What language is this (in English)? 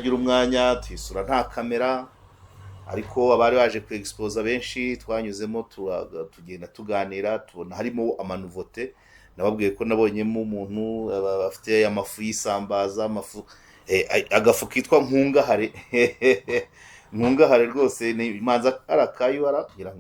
Kinyarwanda